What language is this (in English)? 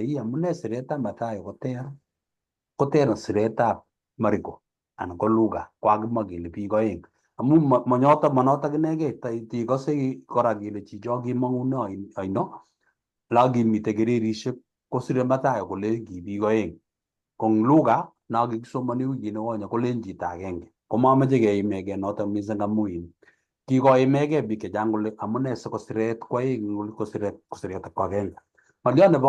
Kalenjin